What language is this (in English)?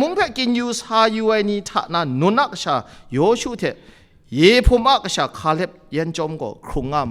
Kachin